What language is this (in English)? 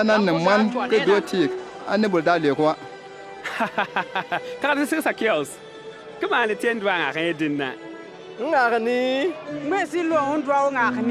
Bimoba